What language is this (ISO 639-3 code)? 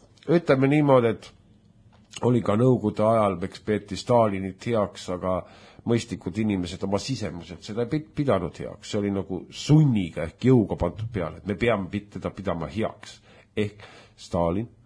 est